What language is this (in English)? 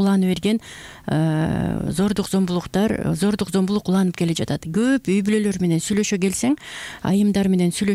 Kyrgyz